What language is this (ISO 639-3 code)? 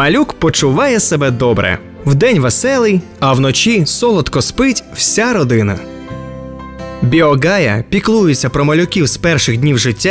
ukr